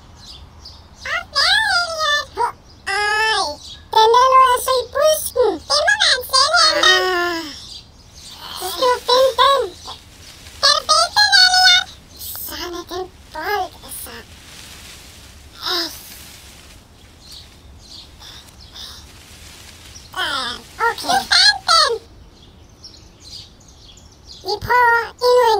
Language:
Danish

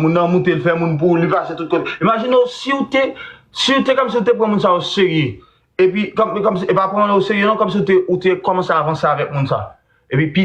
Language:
Haitian Creole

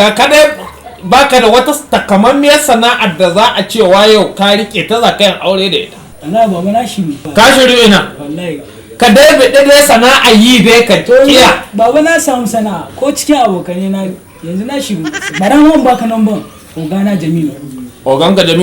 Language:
Hausa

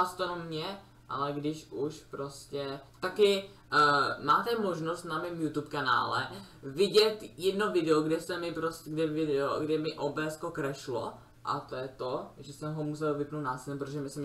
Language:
Czech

